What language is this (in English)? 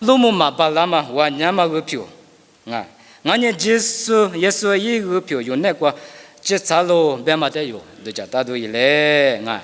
Lisu